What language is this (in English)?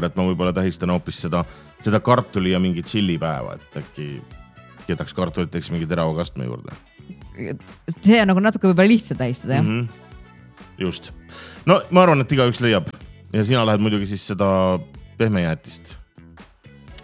Estonian